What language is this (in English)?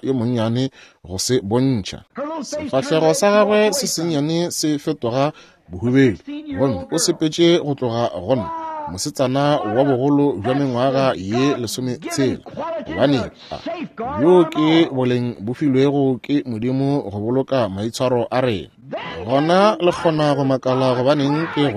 Northern Sotho